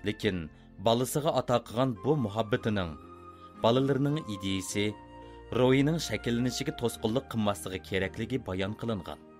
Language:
Uyghur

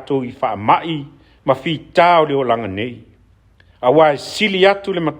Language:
Samoan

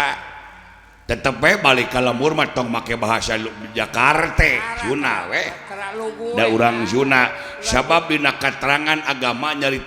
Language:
Sundanese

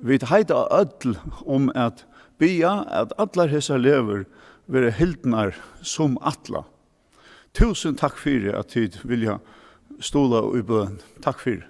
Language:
Faroese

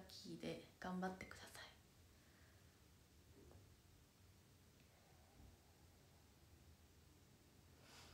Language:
Japanese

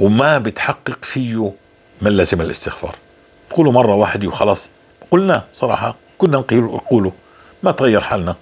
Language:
North Levantine Arabic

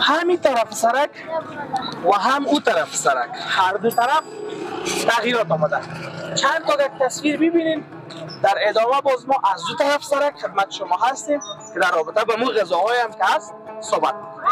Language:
Persian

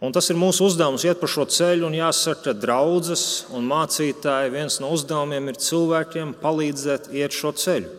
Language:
Latvian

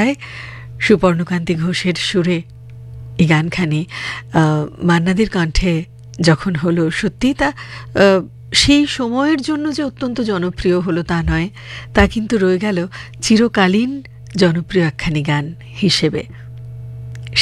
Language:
Bangla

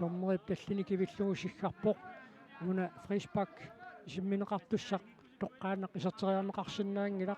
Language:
Kalaallisut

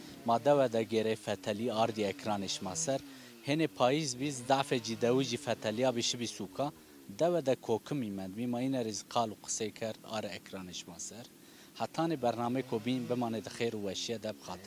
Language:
Zaza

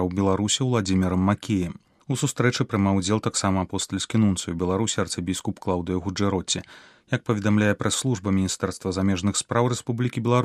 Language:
Belarusian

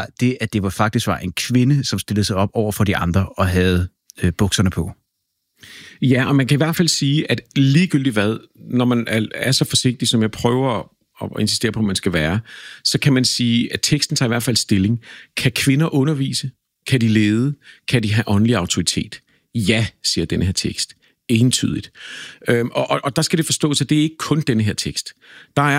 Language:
Danish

